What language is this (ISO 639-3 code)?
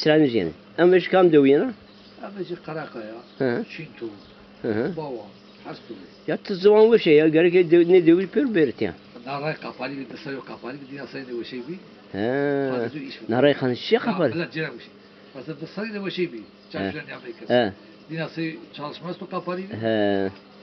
zza